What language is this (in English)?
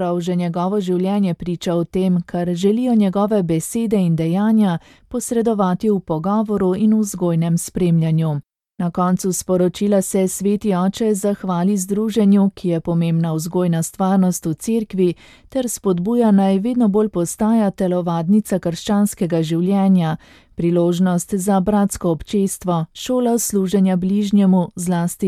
Slovenian